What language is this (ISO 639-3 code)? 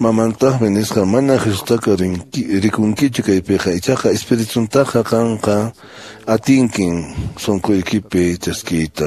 que